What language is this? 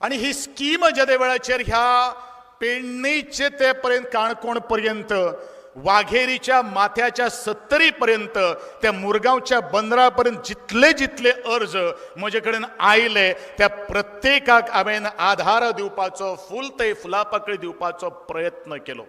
Konkani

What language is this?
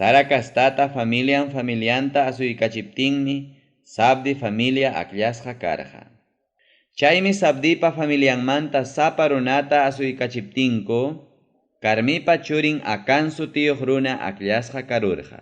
Ayacucho Quechua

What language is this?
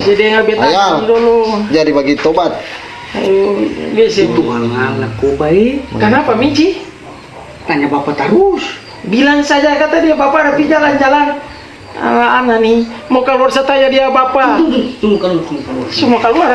Ambonese Malay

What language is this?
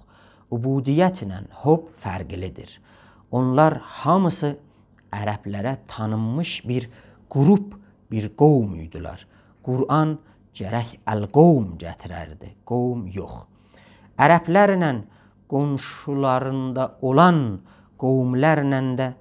South Azerbaijani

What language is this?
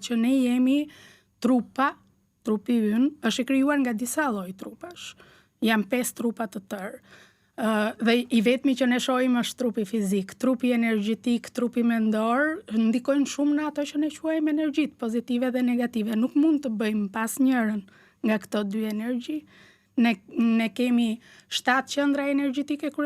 Albanian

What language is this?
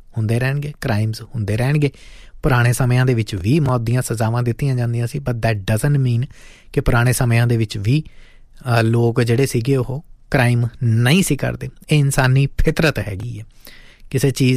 Punjabi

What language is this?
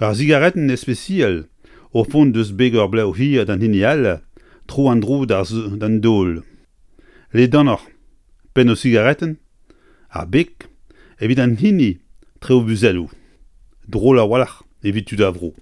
Breton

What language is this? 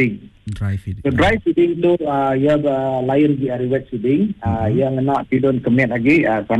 Iban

